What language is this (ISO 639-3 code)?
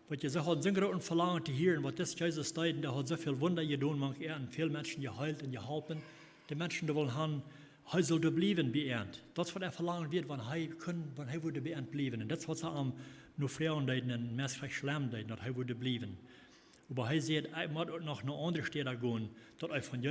pdt